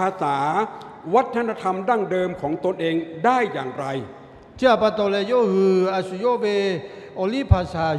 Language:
Lahu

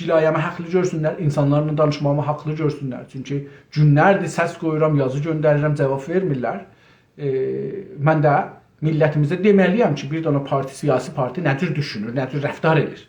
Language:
South Azerbaijani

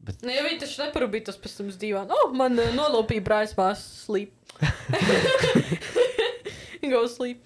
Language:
Latvian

